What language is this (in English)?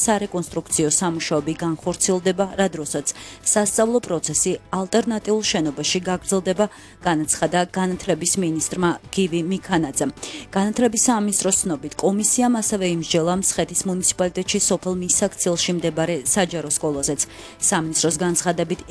Georgian